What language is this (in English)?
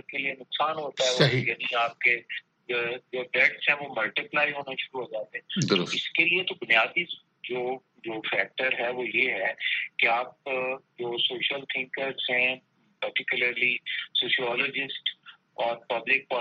Urdu